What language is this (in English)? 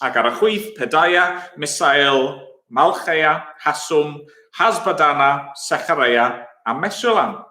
Welsh